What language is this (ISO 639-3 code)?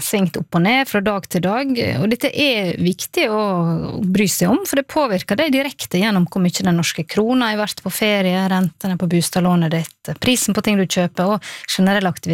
nor